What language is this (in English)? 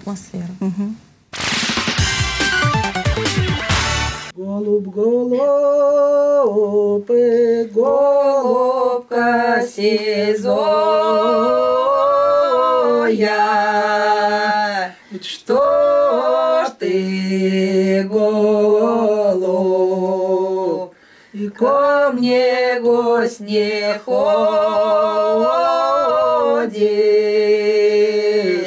Russian